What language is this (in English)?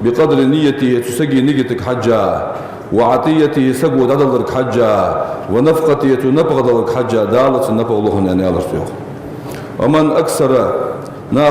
Ingush